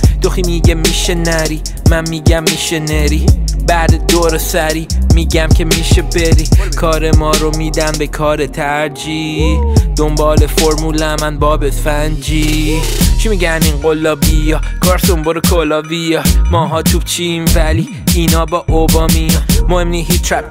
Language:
Persian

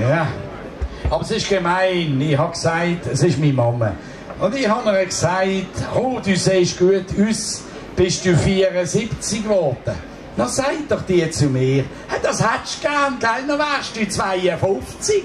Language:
Swiss German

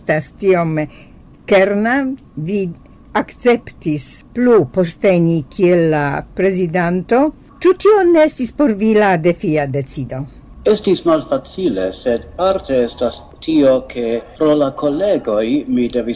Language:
Esperanto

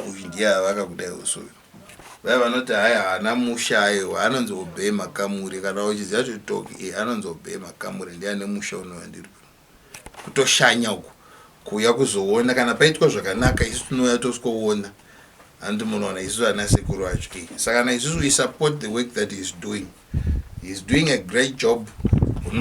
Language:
Shona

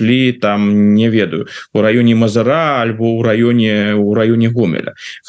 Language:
Belarusian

